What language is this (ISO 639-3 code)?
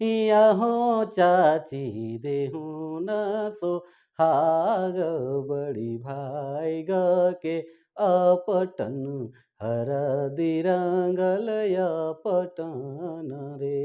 sck